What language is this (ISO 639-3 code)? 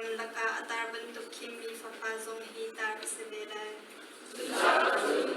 cnh